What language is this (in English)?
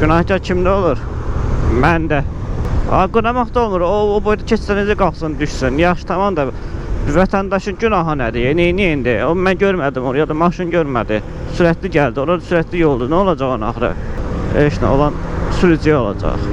Azerbaijani